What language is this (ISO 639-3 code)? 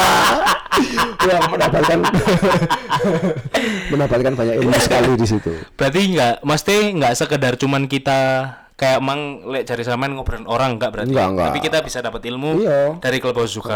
ind